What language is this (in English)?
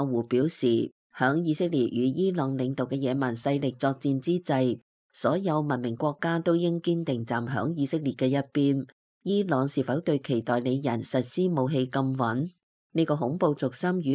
Cantonese